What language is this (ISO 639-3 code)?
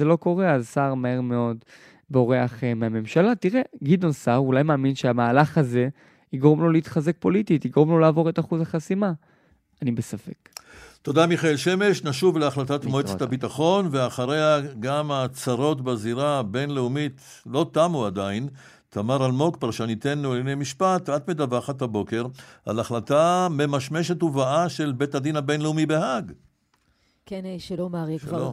heb